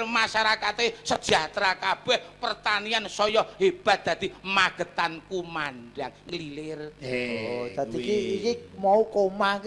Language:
Javanese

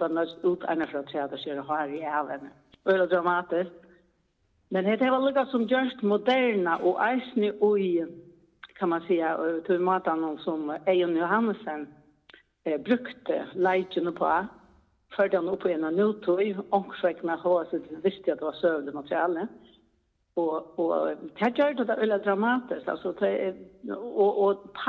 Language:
Faroese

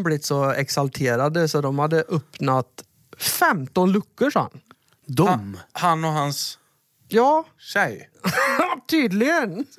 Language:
Swedish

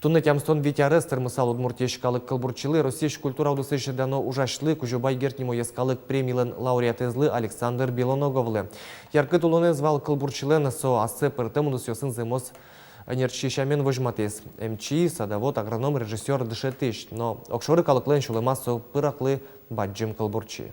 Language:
Udmurt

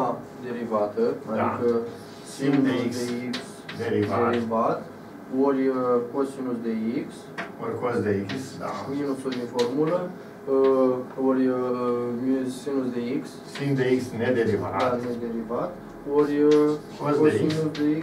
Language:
Romanian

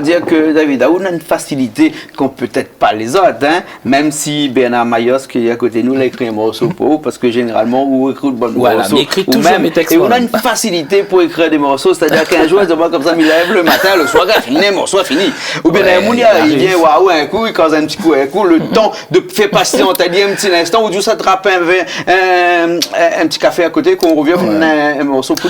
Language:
Réunion Creole French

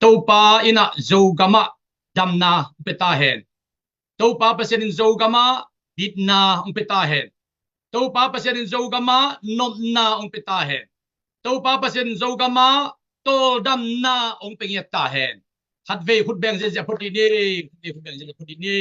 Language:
Tedim Chin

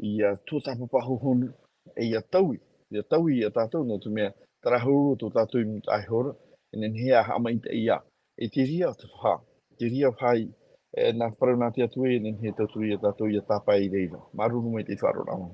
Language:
Tahitian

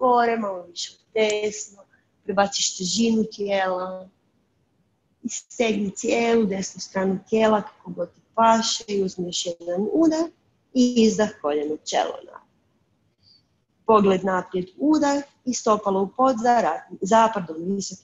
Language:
Croatian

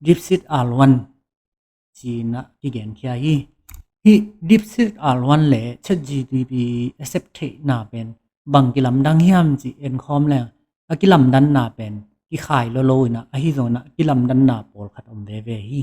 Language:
Tedim Chin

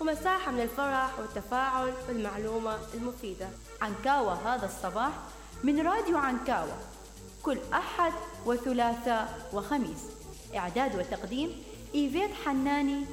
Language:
Mesopotamian Arabic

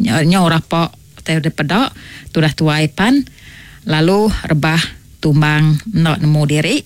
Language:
Iban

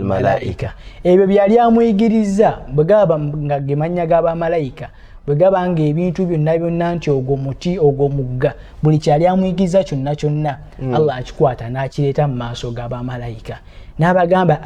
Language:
Ganda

